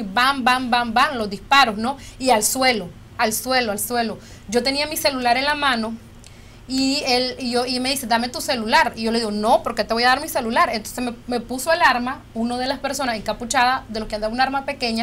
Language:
Spanish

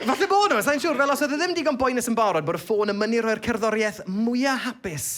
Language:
Welsh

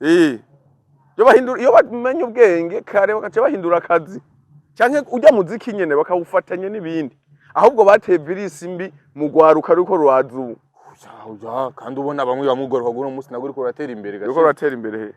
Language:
Rundi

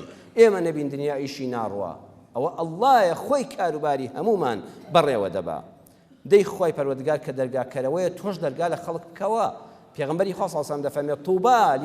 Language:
Central Kurdish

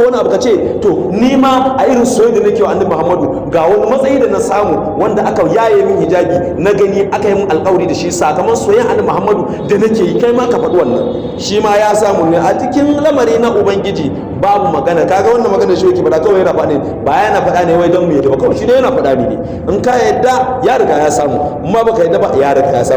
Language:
Hausa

